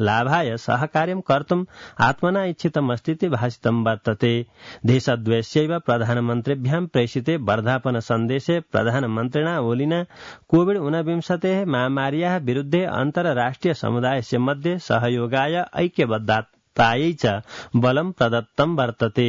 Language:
Sanskrit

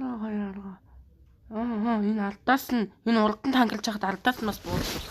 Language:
Mongolian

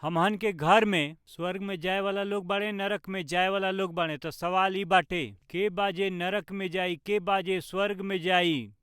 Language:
Bhojpuri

